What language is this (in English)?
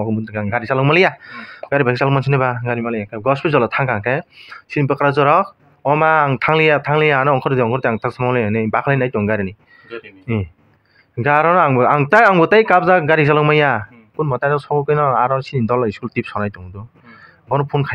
Kok Borok